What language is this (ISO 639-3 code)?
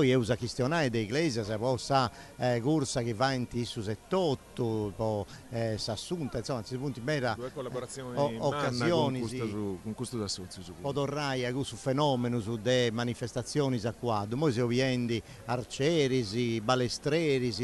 srd